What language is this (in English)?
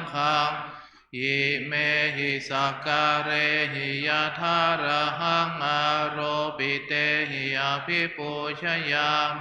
Pali